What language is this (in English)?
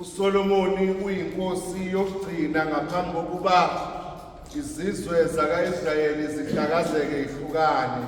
Zulu